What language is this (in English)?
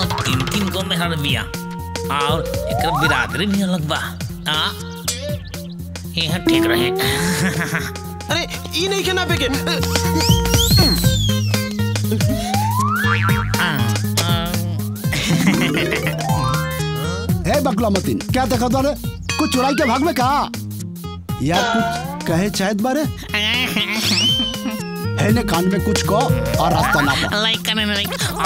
Bhojpuri